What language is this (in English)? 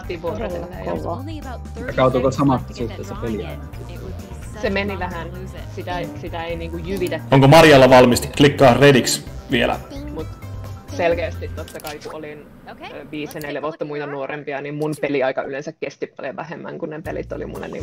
Finnish